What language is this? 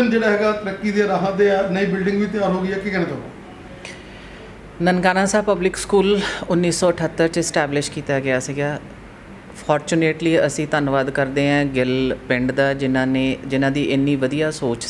Punjabi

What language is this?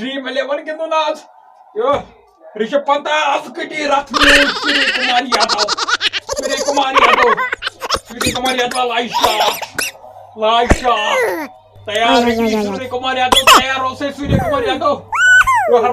Kashmiri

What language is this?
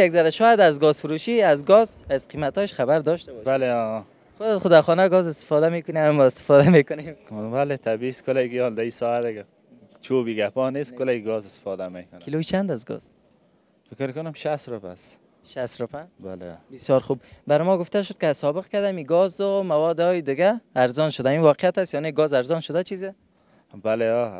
Persian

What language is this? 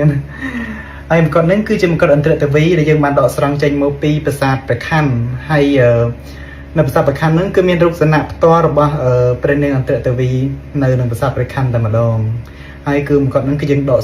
Khmer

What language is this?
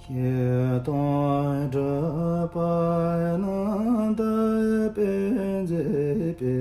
Tibetan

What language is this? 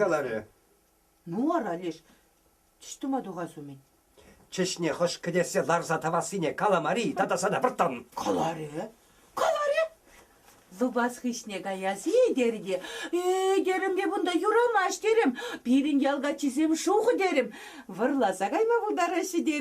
Chuvash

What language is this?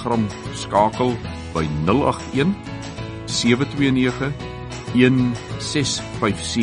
Afrikaans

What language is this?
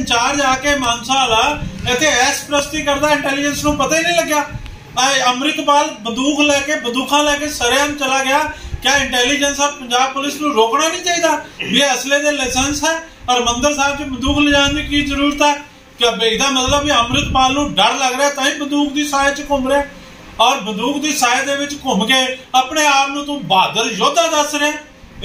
Punjabi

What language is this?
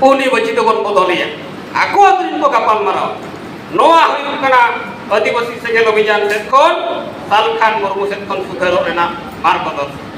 Santali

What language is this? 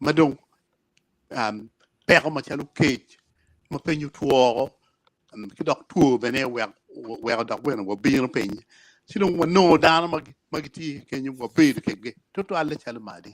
Acoli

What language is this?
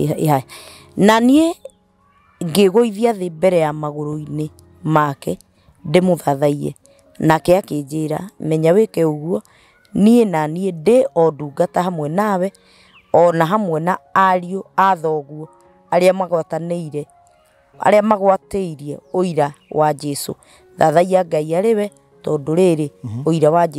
Kikuyu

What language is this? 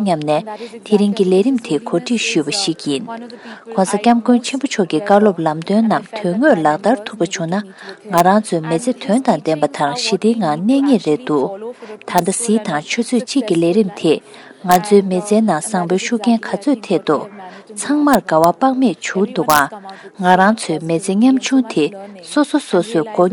Tibetan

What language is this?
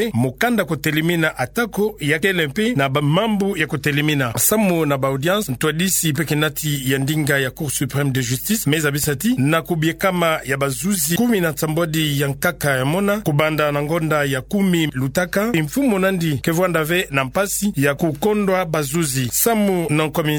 Kituba (Democratic Republic of Congo)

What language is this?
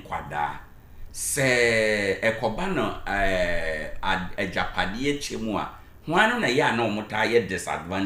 Akan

